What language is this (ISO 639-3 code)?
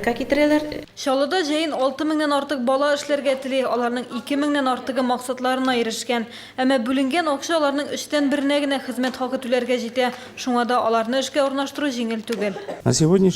tat